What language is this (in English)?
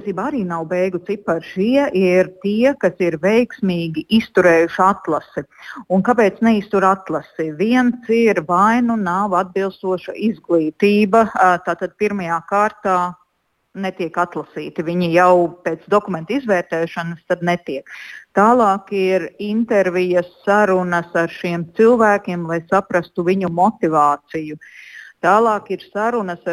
Latvian